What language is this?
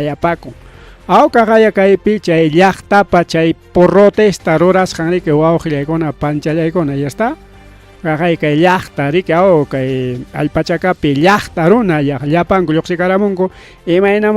Ayacucho Quechua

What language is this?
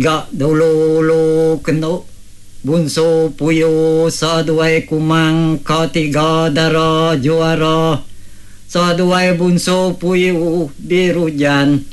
Iban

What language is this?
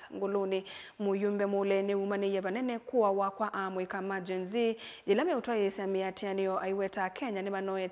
Kamba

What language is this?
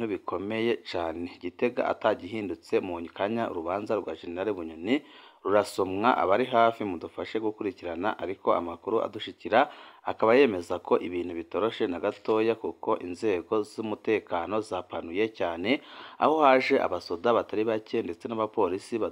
Rundi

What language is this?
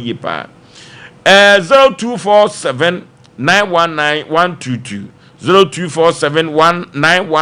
Akan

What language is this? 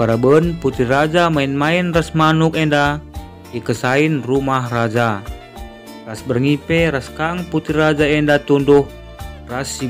Batak Karo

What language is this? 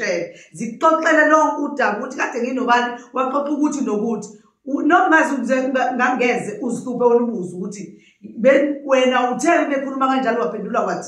Zulu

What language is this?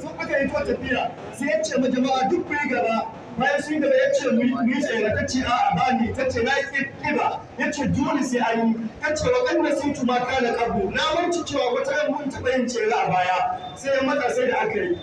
Hausa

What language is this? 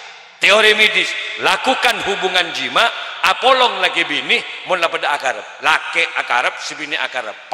Madurese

